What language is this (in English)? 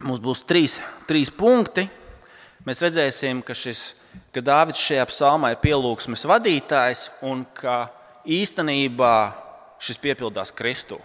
Latvian